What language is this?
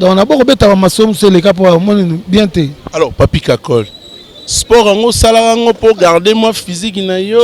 Lingala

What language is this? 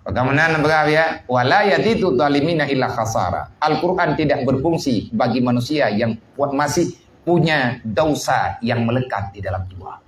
Achinese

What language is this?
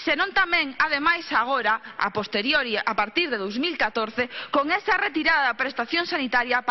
Galician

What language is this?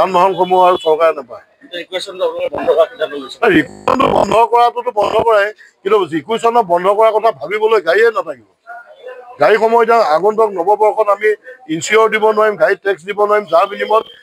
Assamese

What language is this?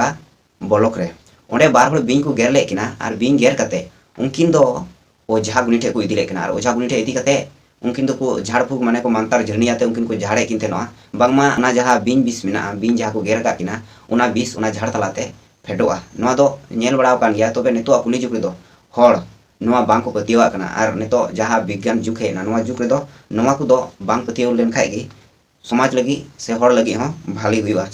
Santali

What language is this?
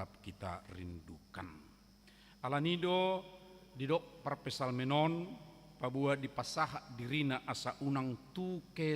Batak Toba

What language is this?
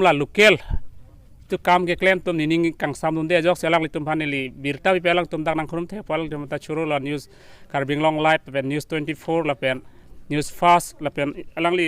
Karbi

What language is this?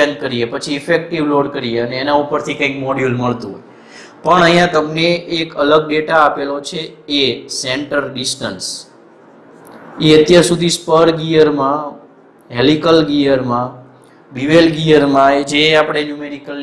Gujarati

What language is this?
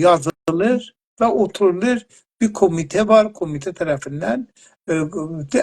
South Azerbaijani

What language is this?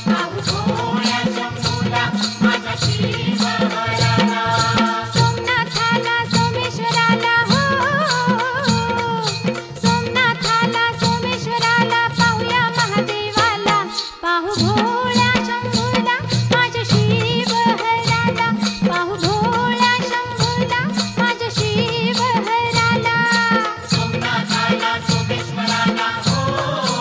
Marathi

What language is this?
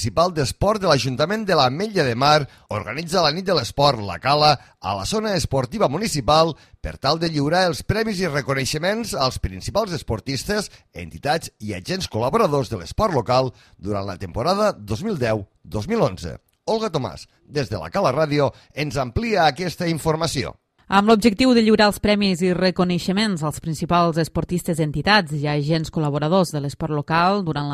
Catalan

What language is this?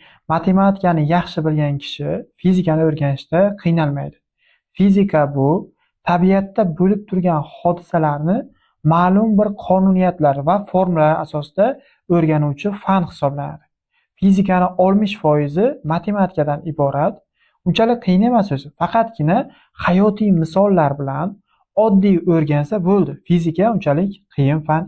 Uzbek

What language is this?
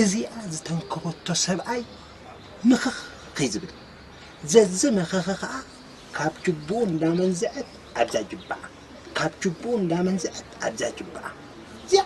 Tigrinya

